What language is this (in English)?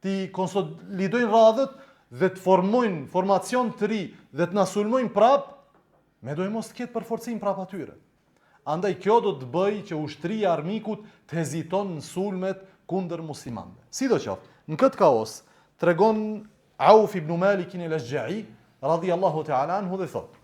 Albanian